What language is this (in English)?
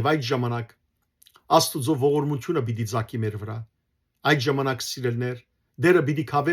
Western Armenian